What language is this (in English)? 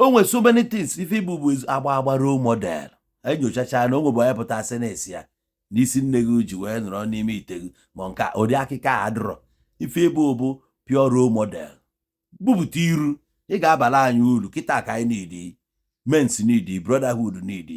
Igbo